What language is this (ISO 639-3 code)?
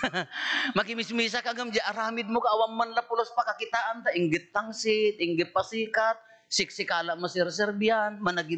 ilo